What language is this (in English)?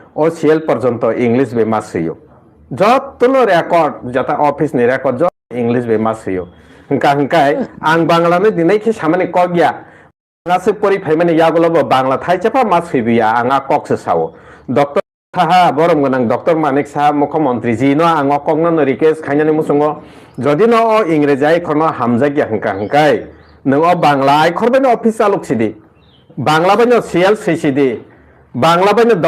Kok Borok